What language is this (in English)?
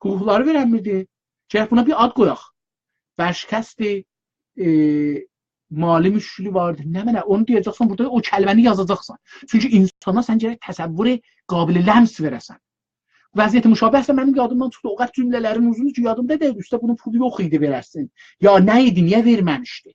South Azerbaijani